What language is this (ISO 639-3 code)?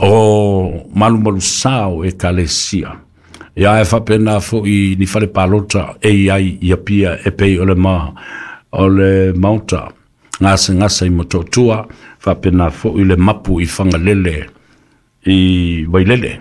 smo